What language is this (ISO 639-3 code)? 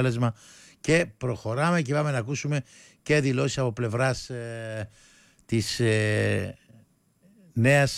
ell